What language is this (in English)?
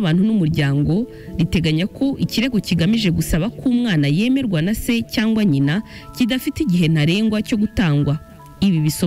Kinyarwanda